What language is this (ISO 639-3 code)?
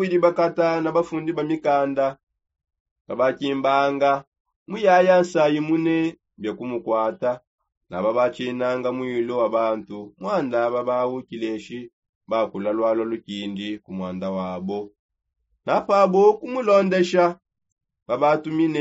sop